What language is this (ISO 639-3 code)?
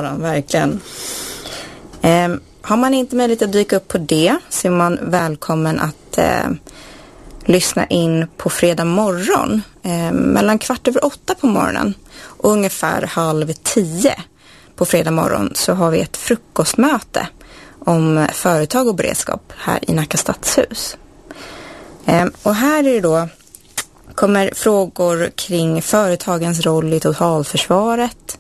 swe